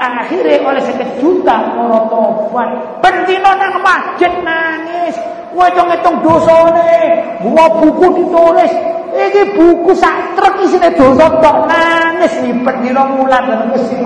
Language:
Javanese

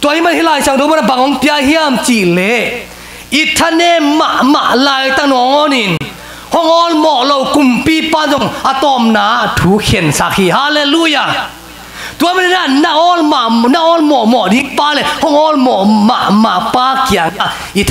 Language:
Tedim Chin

